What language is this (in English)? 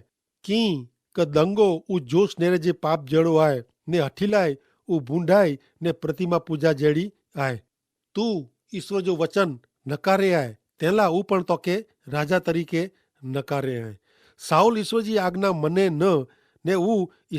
Kachhi